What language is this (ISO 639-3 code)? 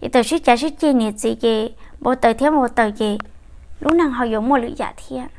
hmn